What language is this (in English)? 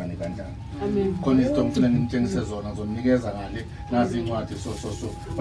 Zulu